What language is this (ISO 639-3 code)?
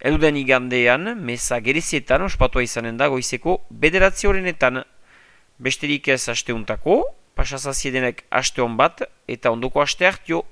eus